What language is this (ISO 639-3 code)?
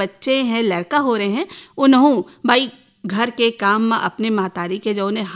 hin